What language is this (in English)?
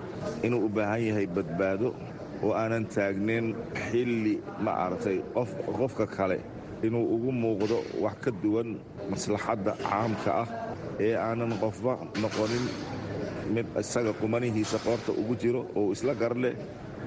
Somali